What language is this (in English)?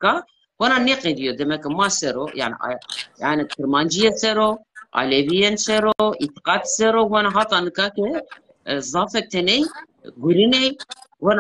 Zaza